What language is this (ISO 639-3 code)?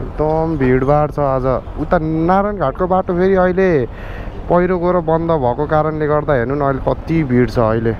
nep